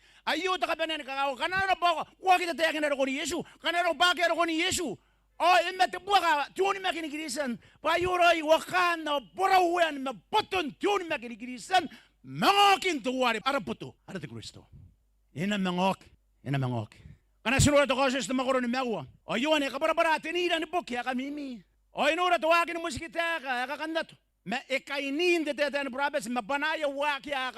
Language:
Gilbertese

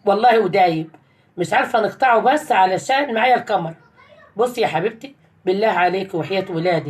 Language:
Egyptian Arabic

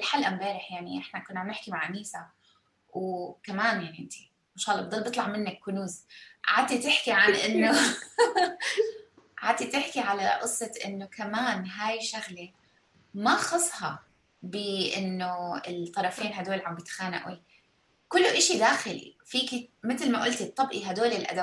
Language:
North Levantine Arabic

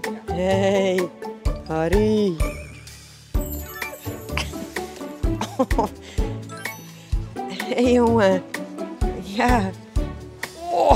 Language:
Dutch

